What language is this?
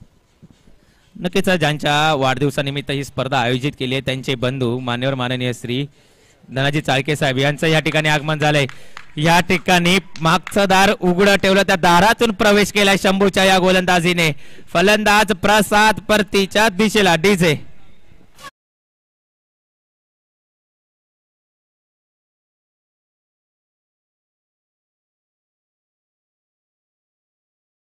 Marathi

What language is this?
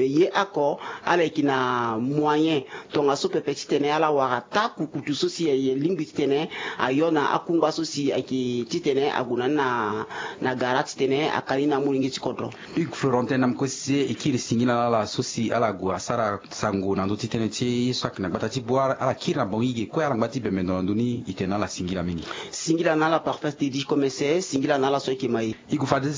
Sango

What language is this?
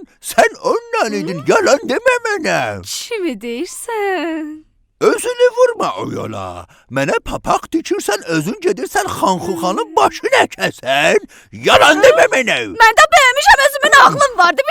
South Azerbaijani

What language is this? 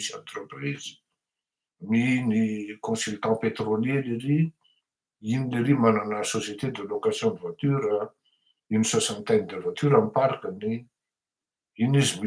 Malagasy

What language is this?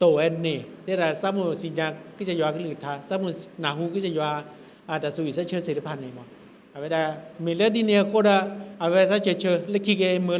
S'gaw Karen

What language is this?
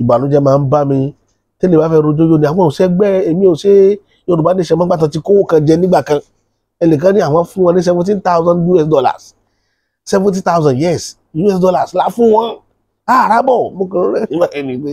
Yoruba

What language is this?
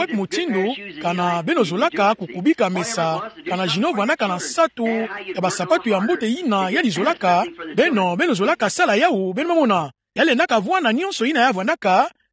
Kituba (Democratic Republic of Congo)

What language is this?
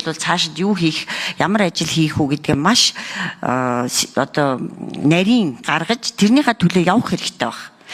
Mongolian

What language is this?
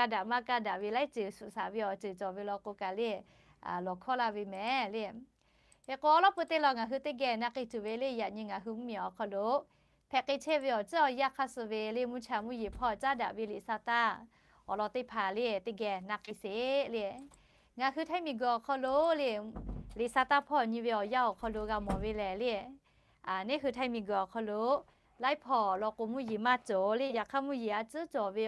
Lahu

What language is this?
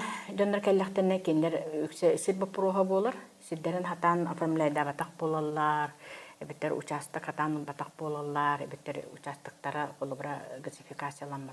Yakut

